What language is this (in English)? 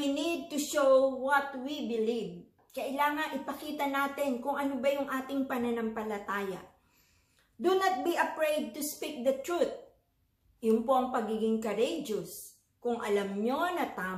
Filipino